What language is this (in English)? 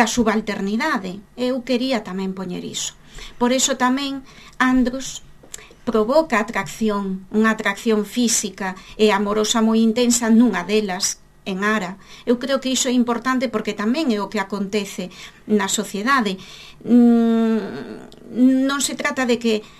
Galician